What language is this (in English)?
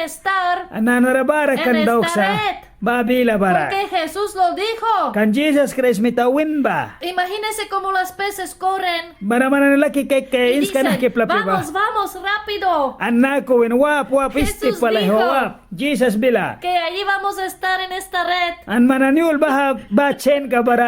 Mískito